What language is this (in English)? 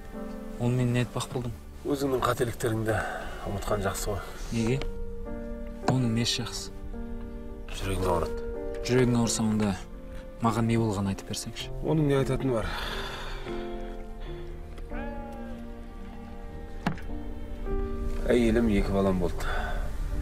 Kazakh